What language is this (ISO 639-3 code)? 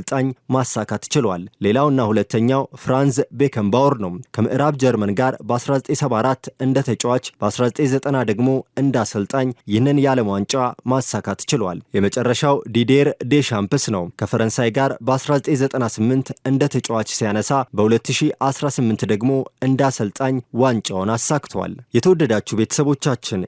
amh